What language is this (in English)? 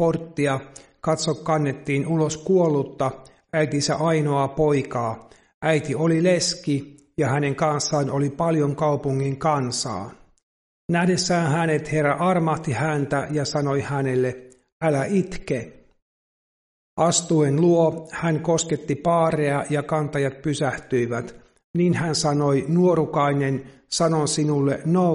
Finnish